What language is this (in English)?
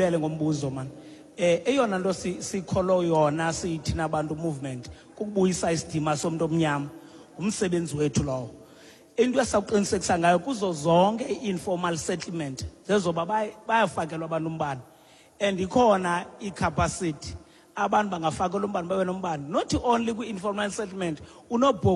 Xhosa